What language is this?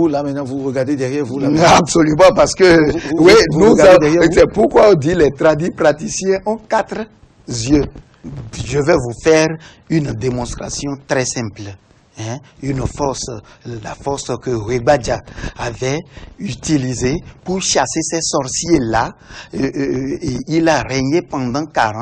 French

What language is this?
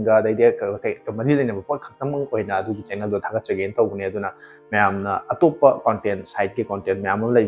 Manipuri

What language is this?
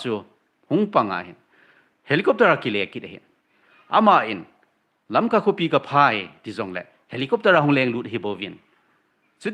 Thado Chin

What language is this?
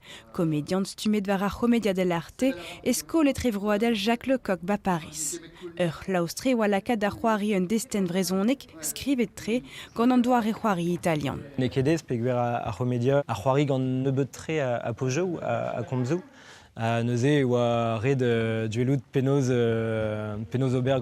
Breton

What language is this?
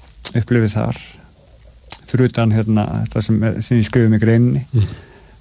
Icelandic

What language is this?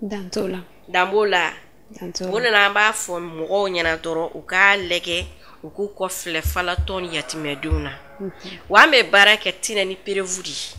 Bambara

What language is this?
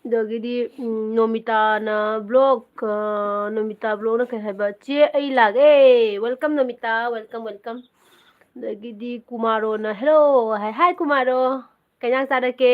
Manipuri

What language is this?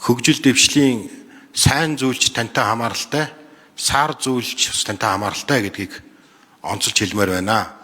Mongolian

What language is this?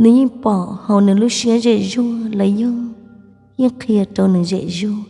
Hmong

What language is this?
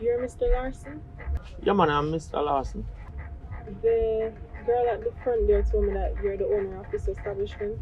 Jamaican Creole English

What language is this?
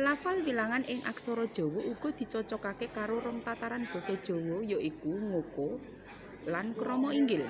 Javanese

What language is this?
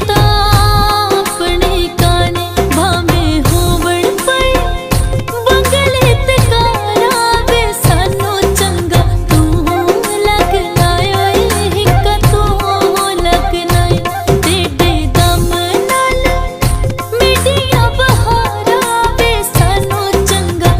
Pahari-Potwari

